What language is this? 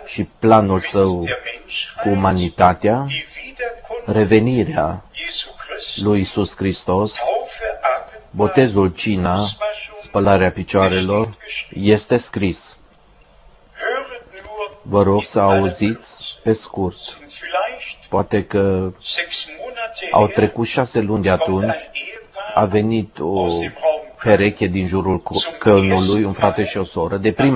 Romanian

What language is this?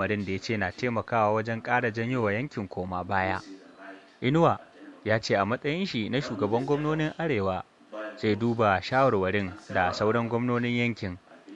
Hausa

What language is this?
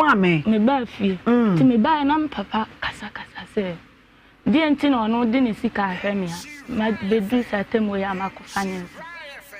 Akan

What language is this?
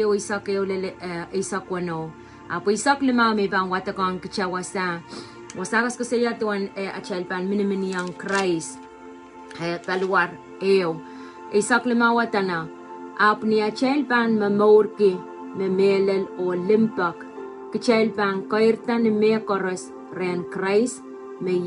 Pohnpeian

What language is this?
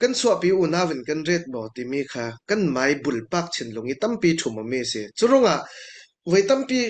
Falam Chin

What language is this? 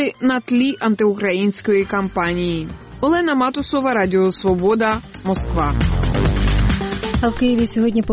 Ukrainian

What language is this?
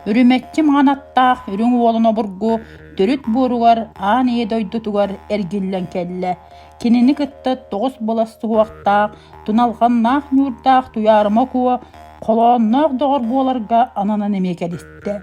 Yakut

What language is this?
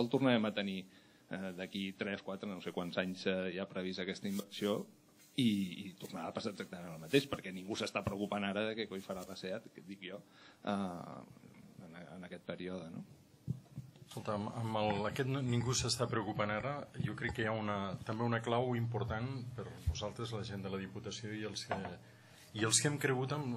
Catalan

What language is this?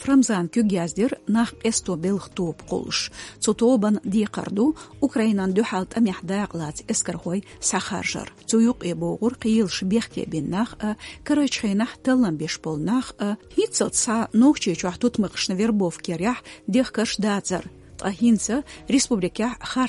Chechen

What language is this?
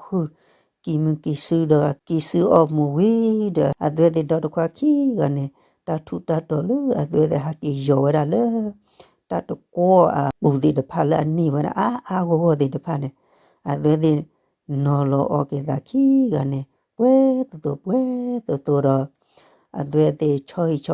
S'gaw Karen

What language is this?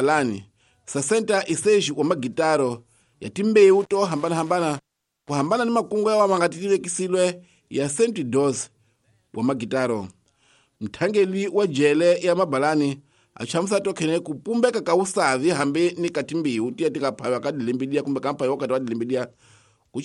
Tsonga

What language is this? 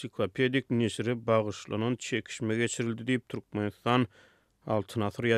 Turkmen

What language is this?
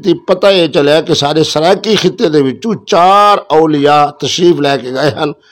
Saraiki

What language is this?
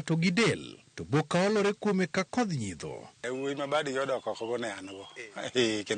Luo (Kenya and Tanzania)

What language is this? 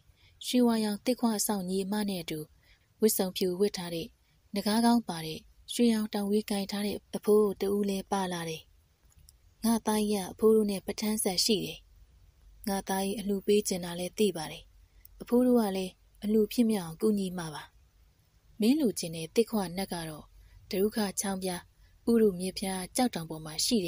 Burmese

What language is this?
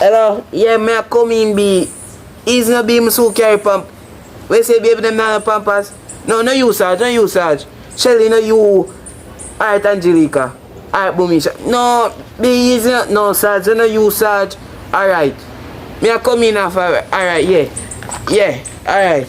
Jamaican Creole English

